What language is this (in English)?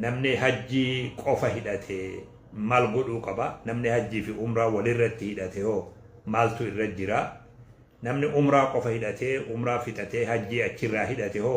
Oromo